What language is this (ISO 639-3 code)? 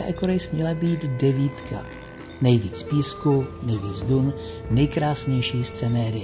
ces